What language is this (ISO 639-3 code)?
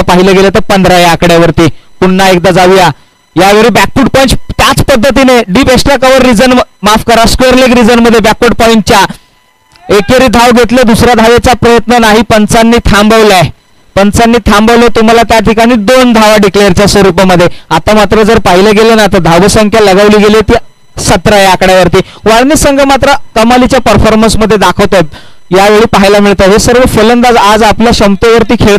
mar